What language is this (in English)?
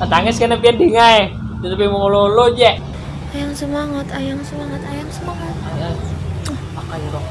Banjar